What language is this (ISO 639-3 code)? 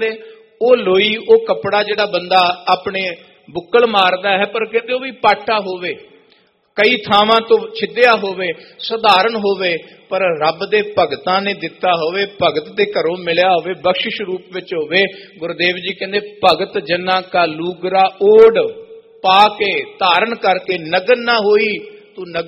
pan